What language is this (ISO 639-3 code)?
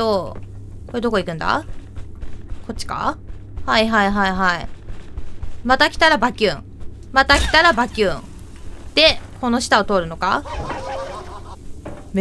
jpn